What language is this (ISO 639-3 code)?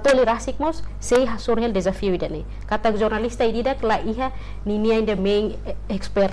tet